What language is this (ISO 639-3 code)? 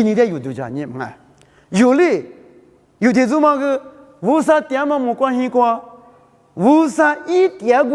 lis